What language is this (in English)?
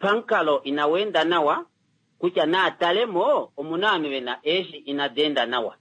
Kuanyama